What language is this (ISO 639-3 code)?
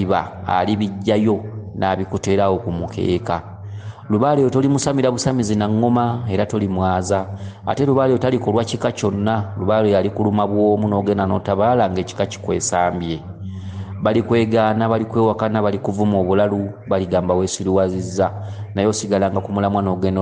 lug